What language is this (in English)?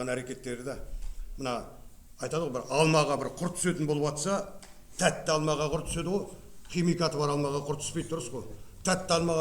Kazakh